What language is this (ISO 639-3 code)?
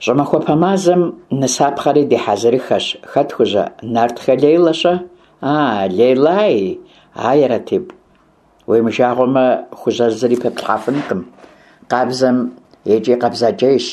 kbd